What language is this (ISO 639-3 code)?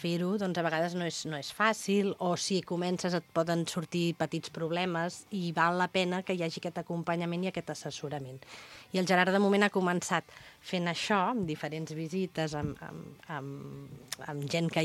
cat